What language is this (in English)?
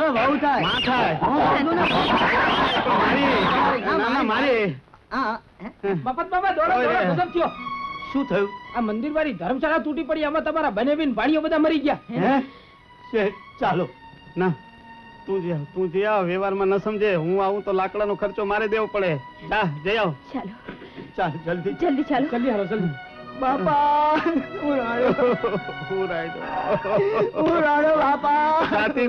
Gujarati